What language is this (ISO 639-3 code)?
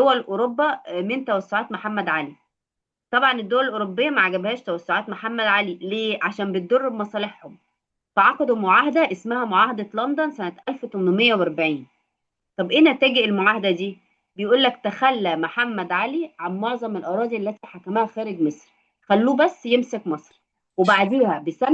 arz